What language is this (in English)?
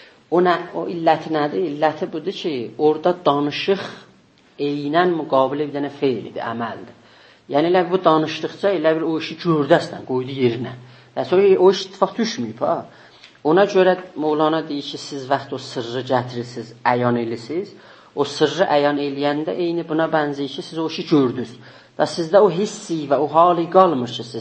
South Azerbaijani